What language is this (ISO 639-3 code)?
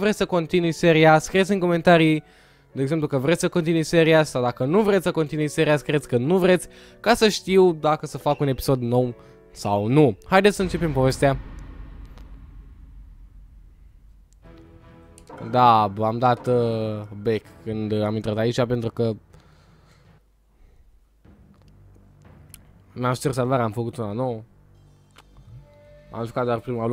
ron